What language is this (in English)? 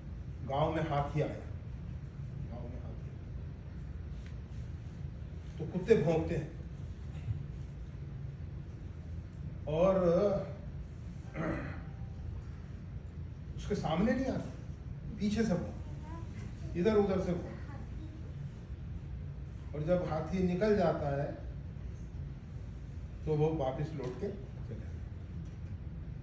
Hindi